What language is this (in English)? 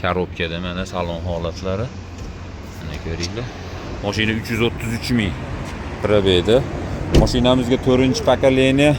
Uzbek